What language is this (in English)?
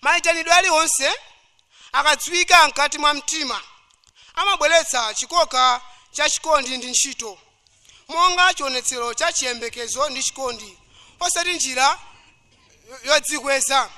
Nyanja